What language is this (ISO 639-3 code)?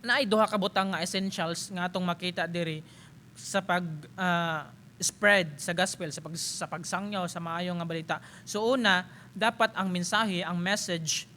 ceb